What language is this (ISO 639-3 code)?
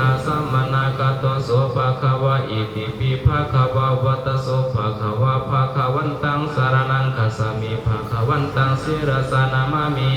pli